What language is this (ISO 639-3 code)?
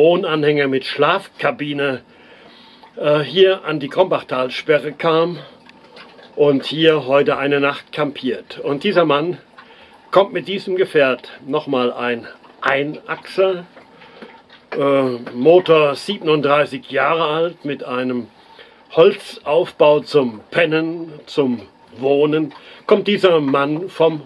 deu